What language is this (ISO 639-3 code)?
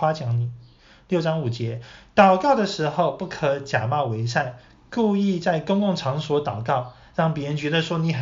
zho